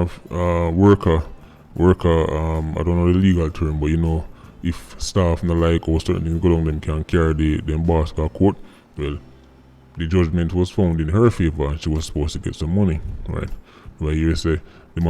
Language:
Jamaican Creole English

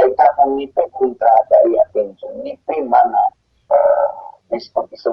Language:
South Bolivian Quechua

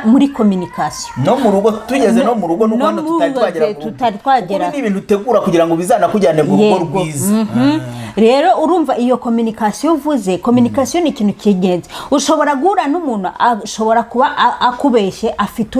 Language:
Kinyarwanda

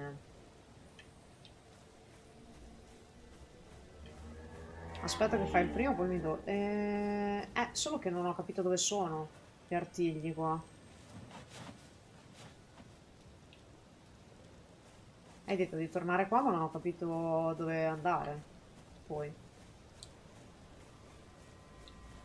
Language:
Italian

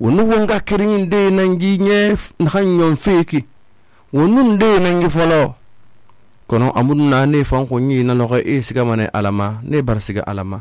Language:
Susu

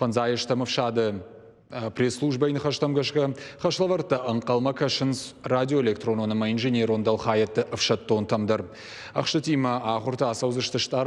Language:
Ossetic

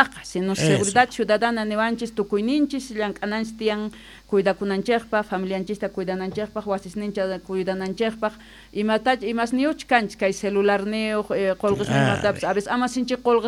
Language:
South Bolivian Quechua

